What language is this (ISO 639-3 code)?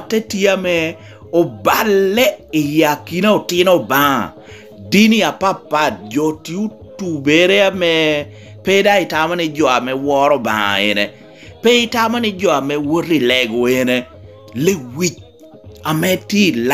laj